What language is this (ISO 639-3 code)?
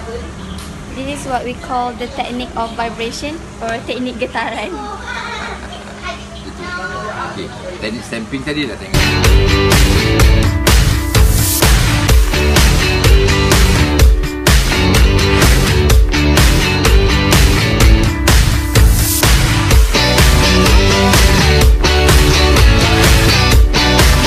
msa